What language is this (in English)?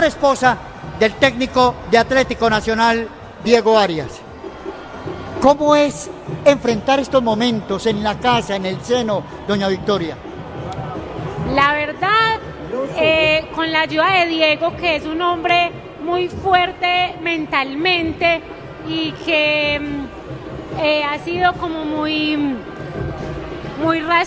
Spanish